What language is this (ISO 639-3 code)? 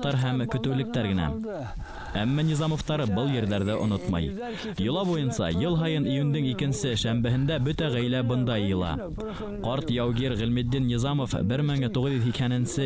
bak